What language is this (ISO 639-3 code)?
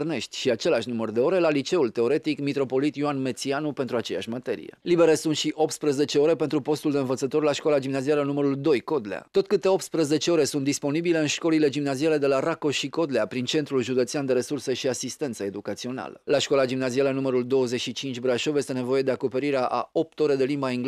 ron